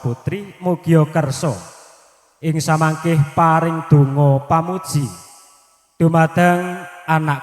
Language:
Javanese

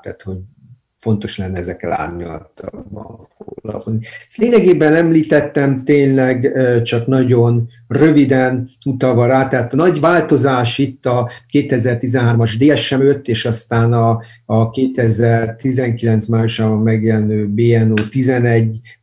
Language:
Hungarian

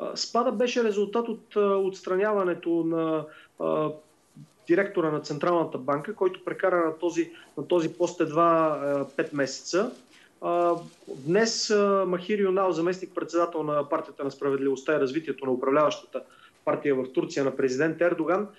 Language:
Bulgarian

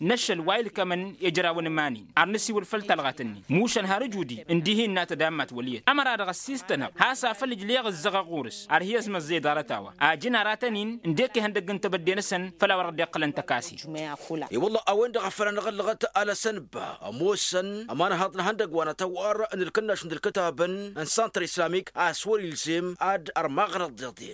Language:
Tamasheq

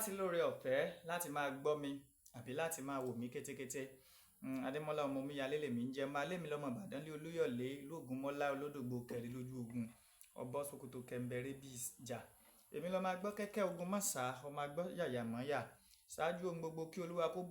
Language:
Yoruba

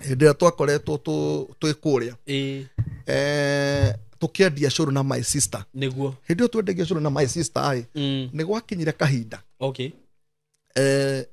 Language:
Kikuyu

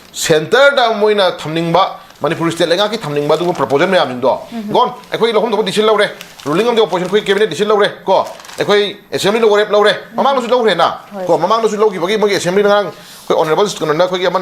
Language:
Manipuri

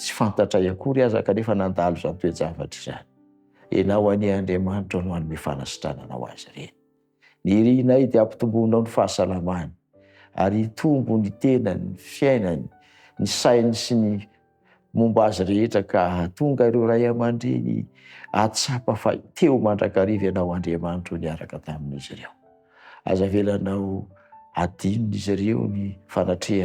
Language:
Malagasy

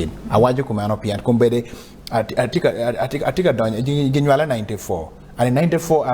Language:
Acoli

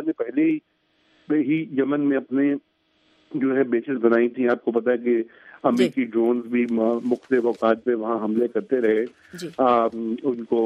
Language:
Urdu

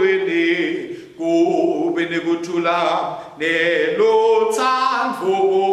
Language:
Swati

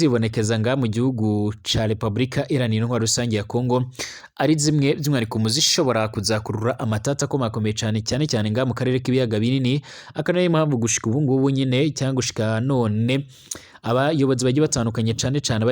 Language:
Rundi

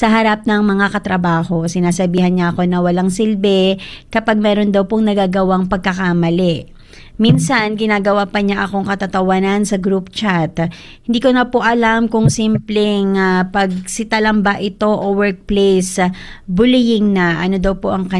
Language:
Filipino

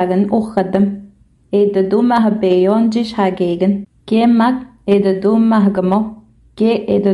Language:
Innu-aimun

